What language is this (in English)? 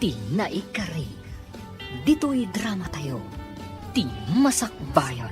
Iloko